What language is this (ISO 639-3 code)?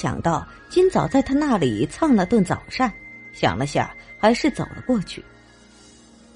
zho